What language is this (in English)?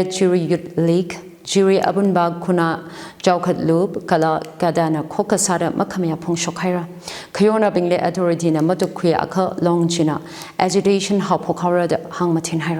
Tangkhul Naga (India)